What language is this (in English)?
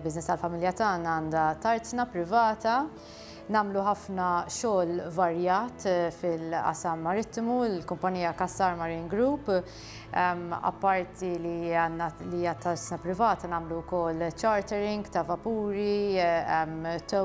Maltese